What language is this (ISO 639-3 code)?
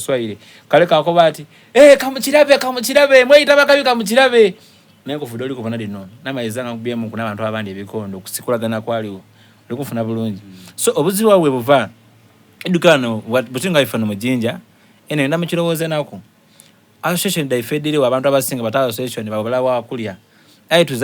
xog